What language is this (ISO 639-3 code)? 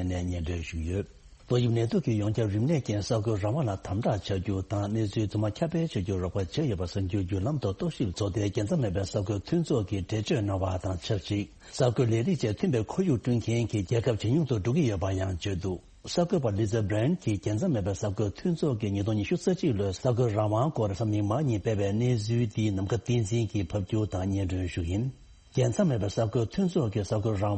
bod